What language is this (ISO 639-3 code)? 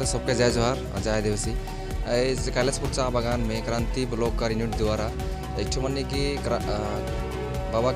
sck